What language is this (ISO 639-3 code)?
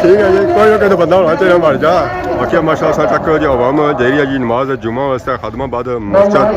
phr